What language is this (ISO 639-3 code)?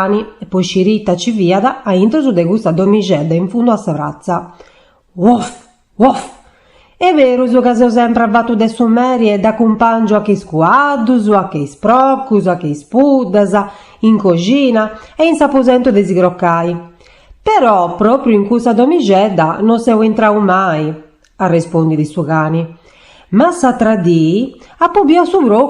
srd